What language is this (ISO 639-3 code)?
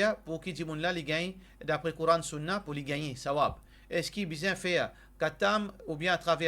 mfe